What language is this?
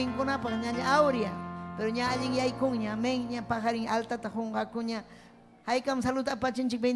Ayacucho Quechua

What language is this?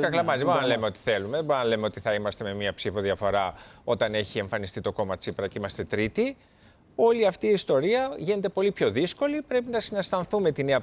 Greek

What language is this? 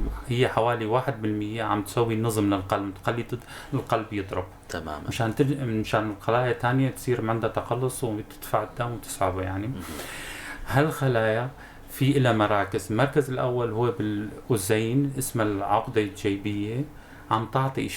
North Levantine Arabic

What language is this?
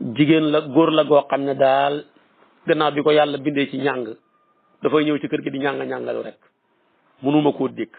Wolof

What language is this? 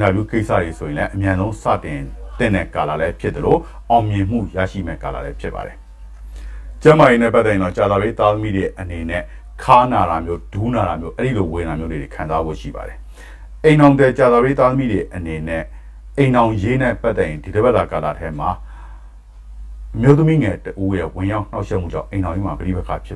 Burmese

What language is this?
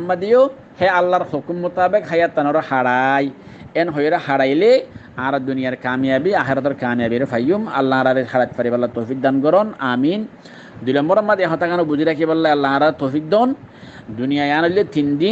Rohingya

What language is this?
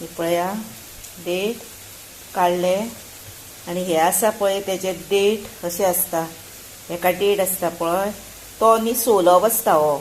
Konkani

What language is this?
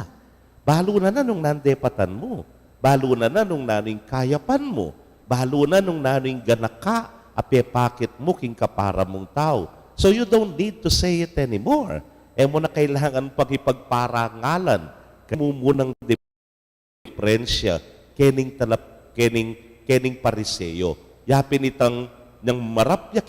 Pampanga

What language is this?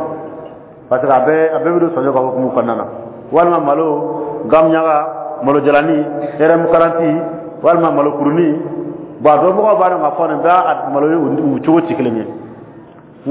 Dyula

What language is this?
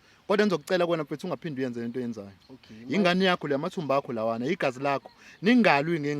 Zulu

